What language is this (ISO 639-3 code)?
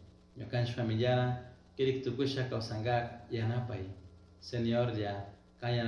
qug